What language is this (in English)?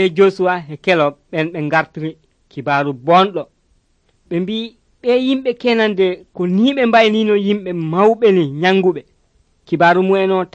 Nigerian Fulfulde